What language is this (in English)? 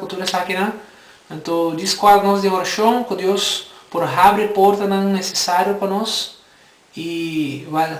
Papiamento